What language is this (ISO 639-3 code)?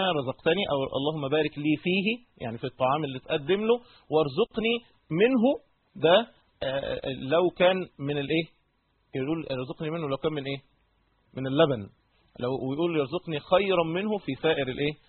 arz